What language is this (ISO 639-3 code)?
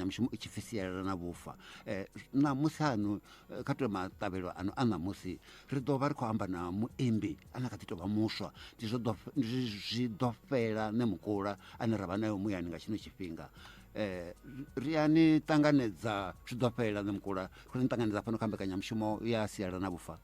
ven